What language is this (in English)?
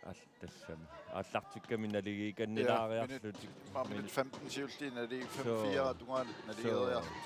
Kalaallisut